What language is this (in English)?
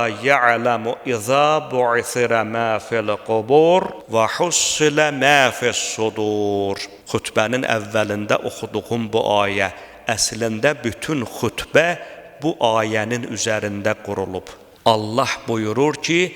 Azerbaijani